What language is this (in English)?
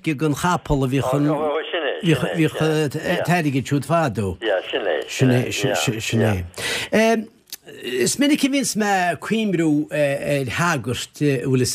Irish